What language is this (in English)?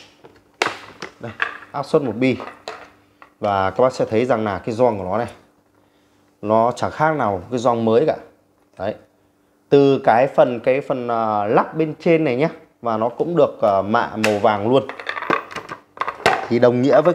Vietnamese